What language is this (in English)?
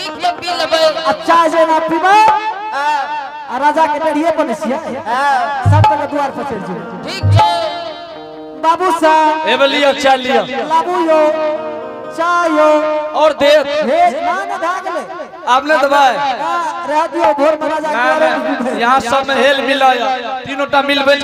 Angika